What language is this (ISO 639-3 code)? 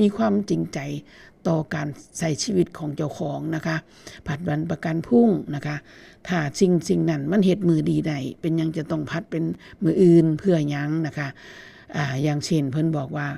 tts